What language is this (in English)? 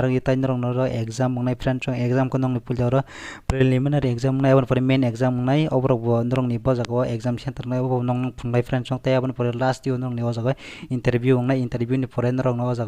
Kok Borok